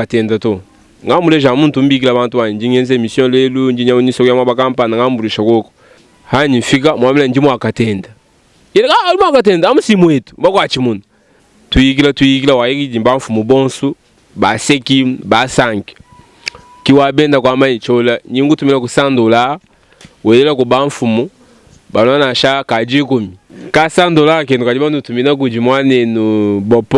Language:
Luba-Lulua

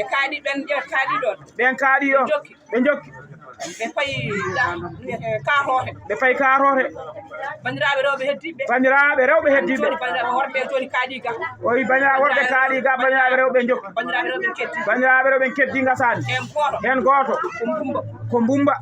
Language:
Fula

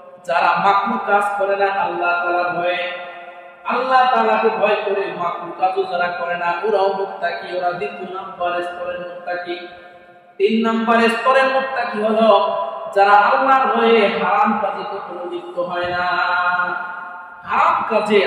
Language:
Bangla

